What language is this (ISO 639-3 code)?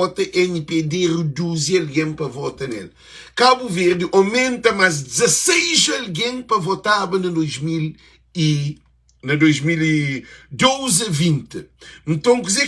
kea